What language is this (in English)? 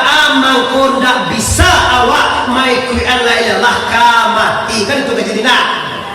Minangkabau